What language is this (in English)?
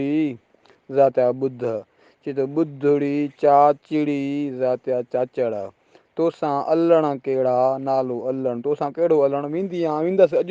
Sindhi